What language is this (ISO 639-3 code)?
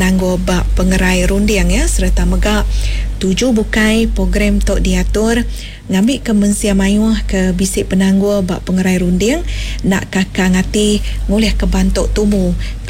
iba